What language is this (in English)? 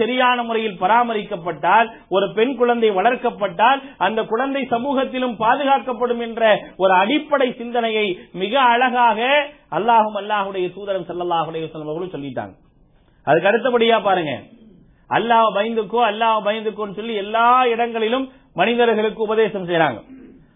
Tamil